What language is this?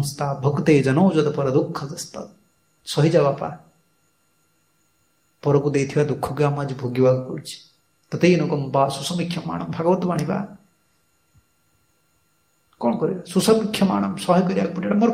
Odia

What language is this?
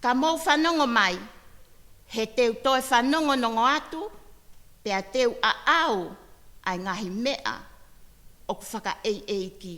Tongan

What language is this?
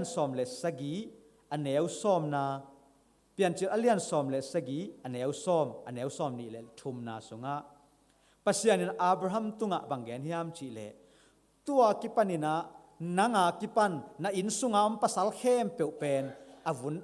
Tedim Chin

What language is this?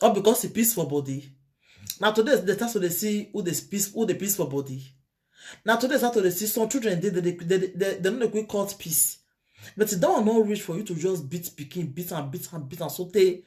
Nigerian Pidgin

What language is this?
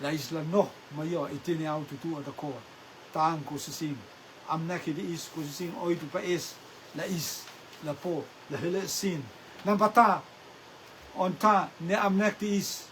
Rotuman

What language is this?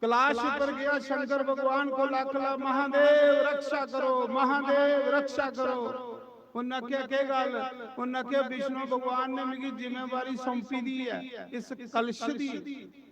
Dogri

